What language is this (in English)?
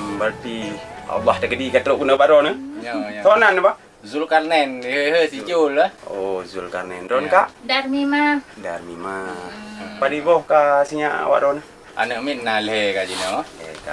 Achinese